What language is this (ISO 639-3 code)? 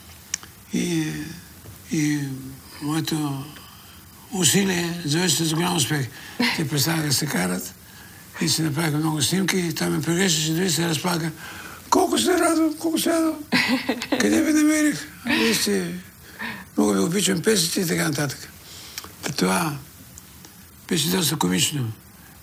bul